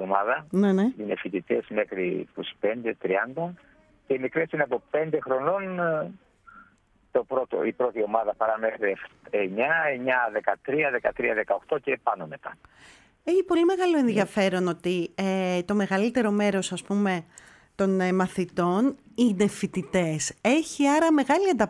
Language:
Greek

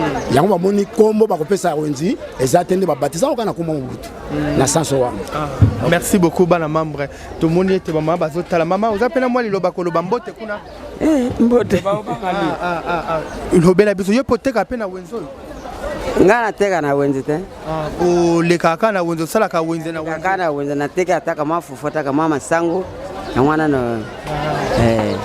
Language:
Lingala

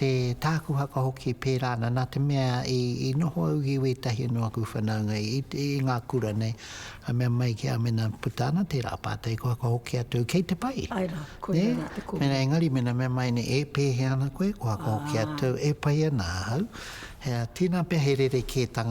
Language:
Māori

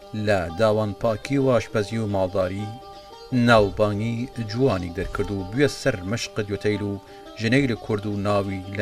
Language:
Southern Kurdish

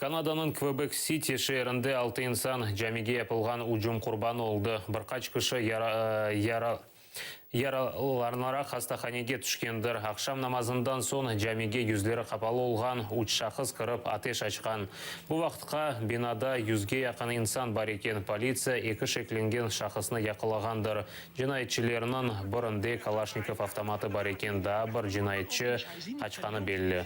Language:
Crimean Tatar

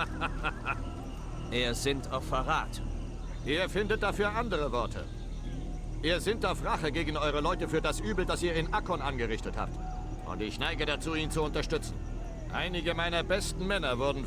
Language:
Bavarian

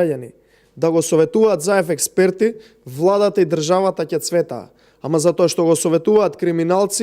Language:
Macedonian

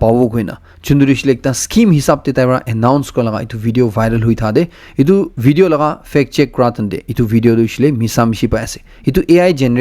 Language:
Naga Pidgin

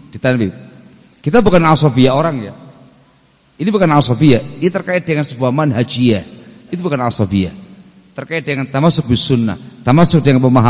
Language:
Indonesian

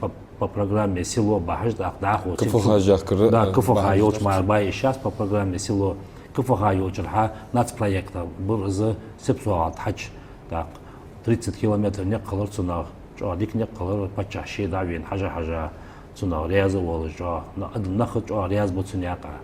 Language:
Ingush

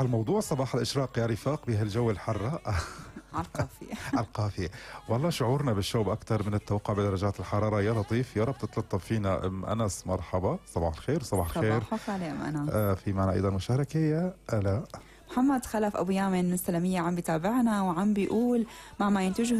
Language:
North Levantine Arabic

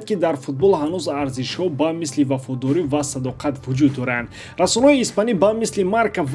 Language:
Tajik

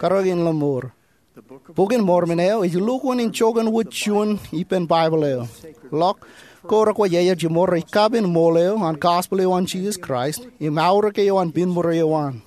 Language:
Marshallese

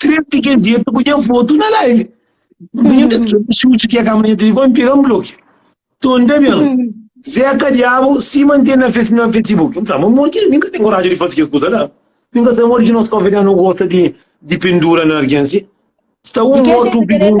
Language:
Kabuverdianu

